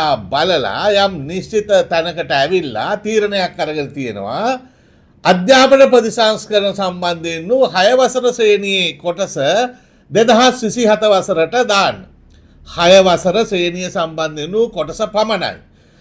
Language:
Sinhala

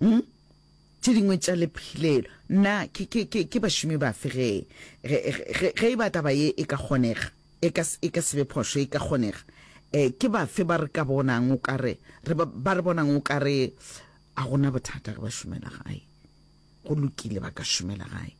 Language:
Northern Sotho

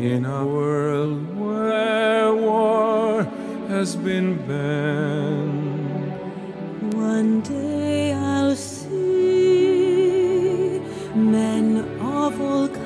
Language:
English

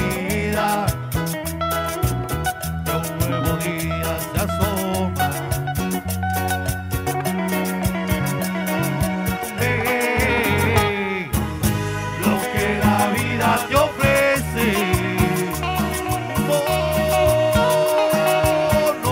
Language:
Spanish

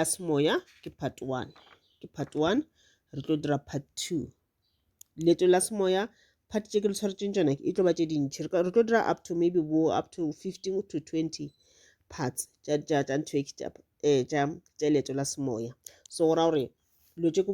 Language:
Northern Sotho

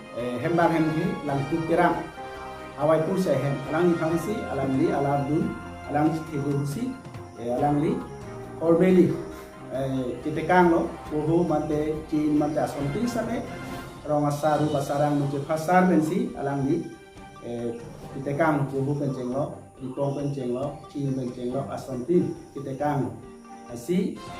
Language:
Karbi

